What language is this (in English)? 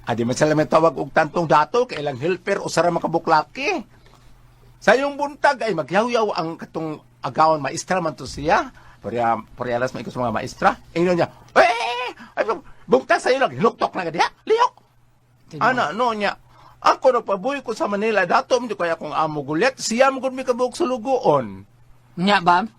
Cebuano